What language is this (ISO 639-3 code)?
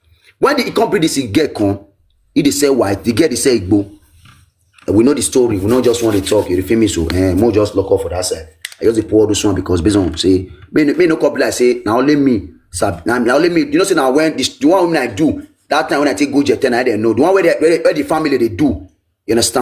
pcm